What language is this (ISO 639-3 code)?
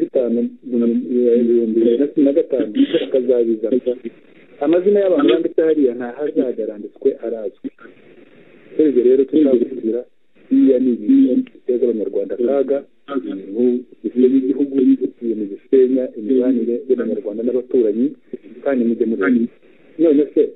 kin